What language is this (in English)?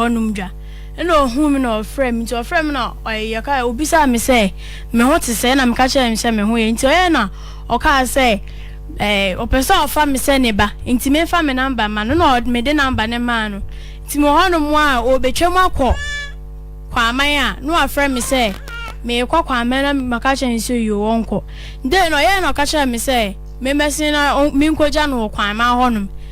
Akan